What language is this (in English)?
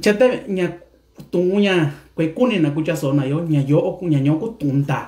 Mixtepec Mixtec